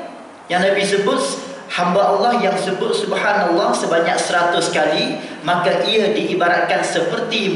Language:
Malay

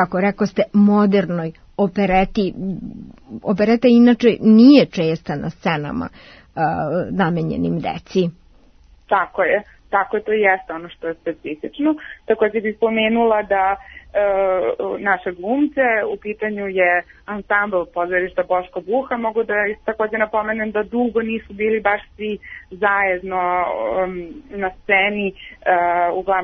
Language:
Serbian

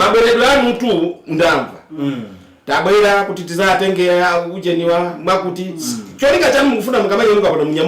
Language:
Nyanja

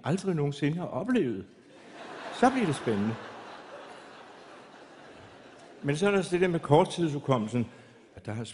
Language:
Danish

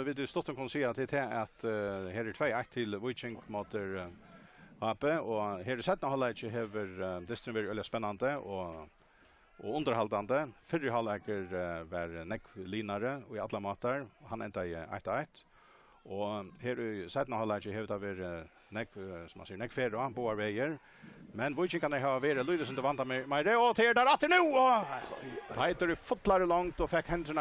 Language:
Faroese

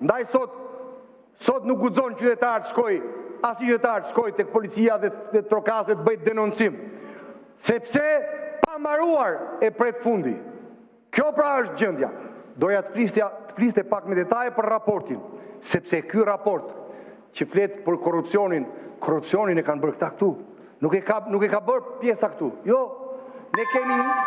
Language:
Albanian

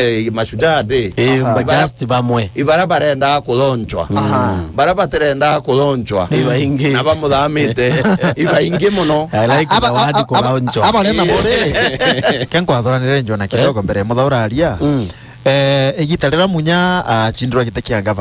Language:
Meru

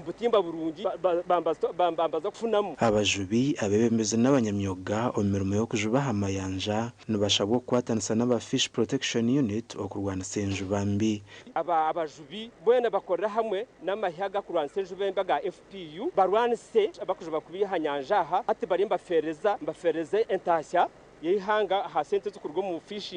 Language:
Nyankole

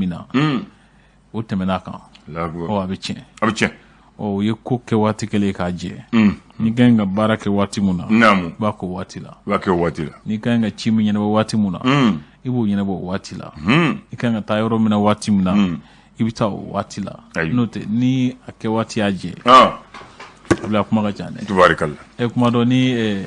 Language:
Bambara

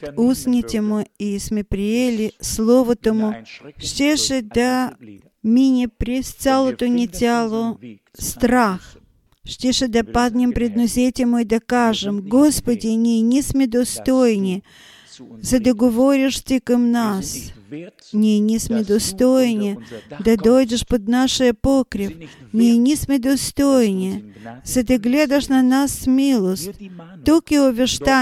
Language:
Bulgarian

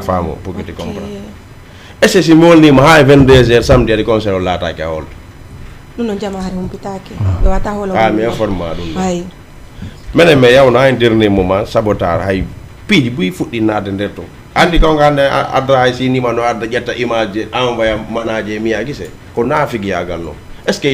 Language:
Fula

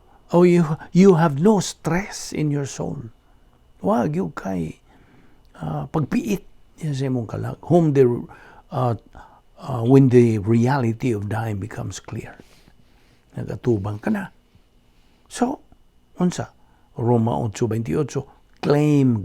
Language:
Cebuano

